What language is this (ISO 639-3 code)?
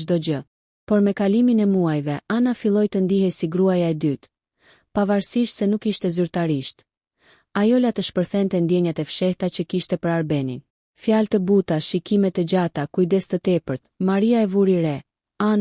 sqi